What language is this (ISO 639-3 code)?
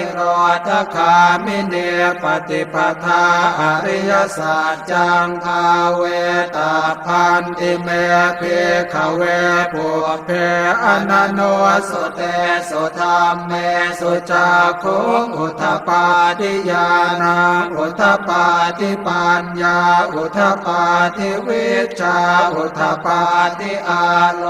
pli